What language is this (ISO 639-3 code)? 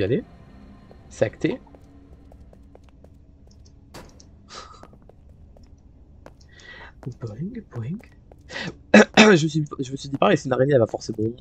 fra